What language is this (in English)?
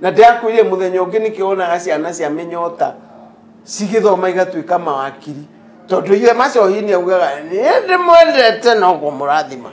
Kikuyu